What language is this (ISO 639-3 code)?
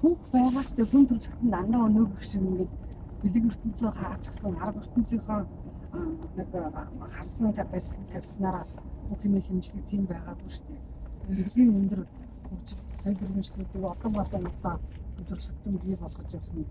mon